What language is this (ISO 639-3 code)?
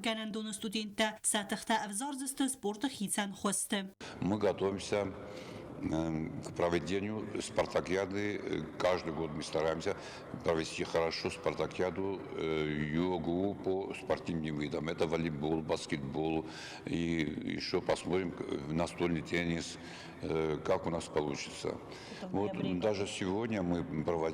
oss